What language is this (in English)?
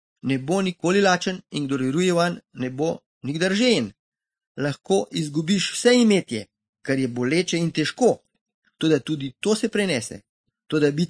Slovenian